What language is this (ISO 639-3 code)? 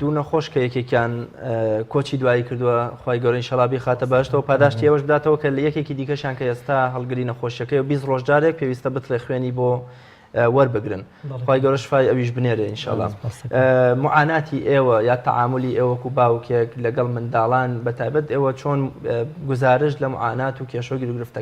ckb